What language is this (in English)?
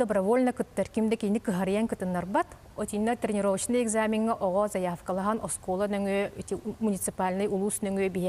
Yakut